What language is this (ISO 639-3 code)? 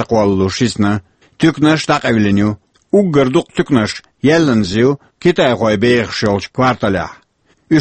che